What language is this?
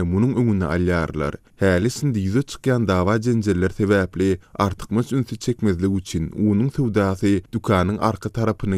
Turkmen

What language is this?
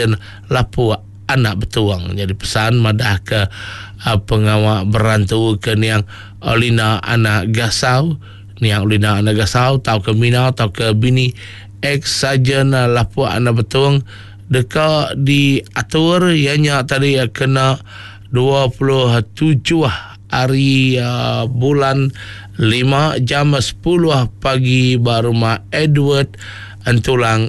Iban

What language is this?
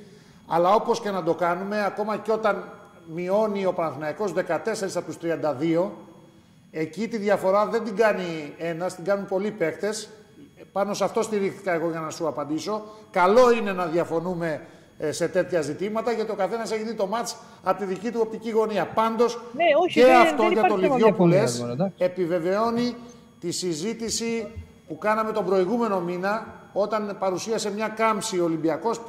Greek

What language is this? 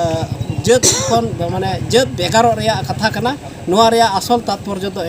Santali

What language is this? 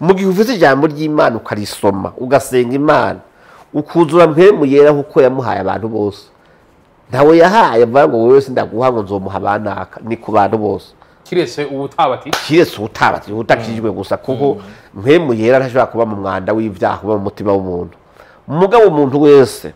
Rundi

